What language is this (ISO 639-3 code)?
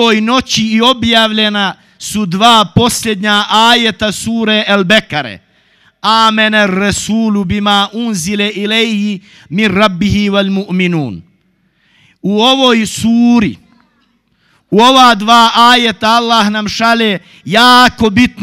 bos